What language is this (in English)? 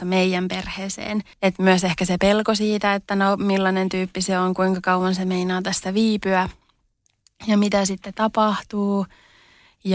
Finnish